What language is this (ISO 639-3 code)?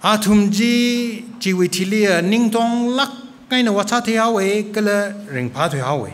nmf